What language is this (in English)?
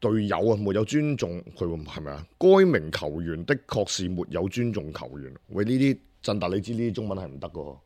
Cantonese